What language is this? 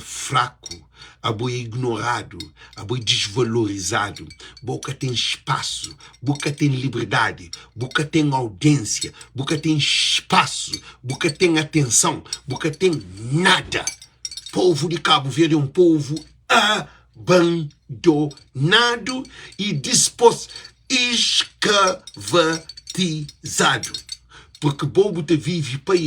Kabuverdianu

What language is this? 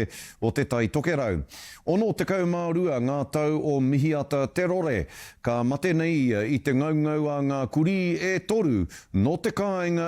Māori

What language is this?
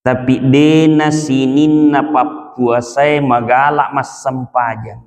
Buginese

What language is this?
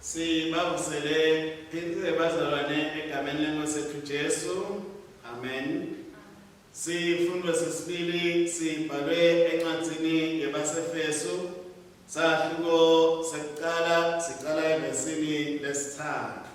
Swati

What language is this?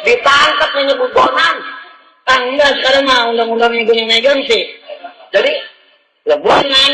Betawi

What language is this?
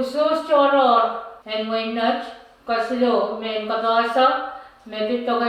Pohnpeian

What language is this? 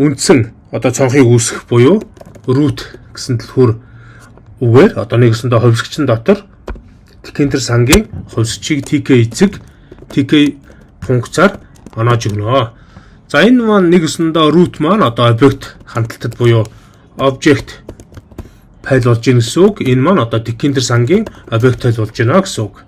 Mongolian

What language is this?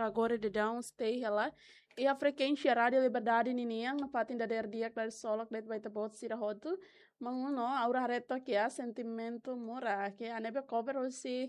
Tetum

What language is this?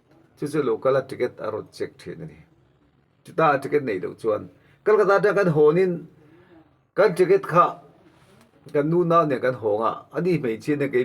Mizo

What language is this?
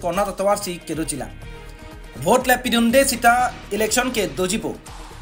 Karbi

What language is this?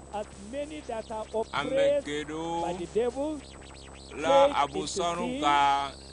Ewe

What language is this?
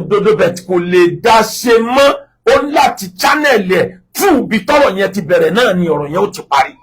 Yoruba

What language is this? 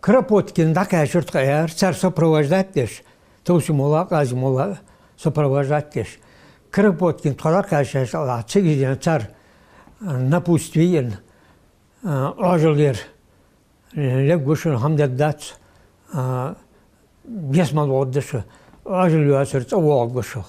Ingush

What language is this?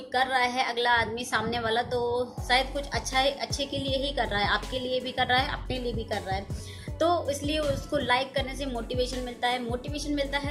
Hindi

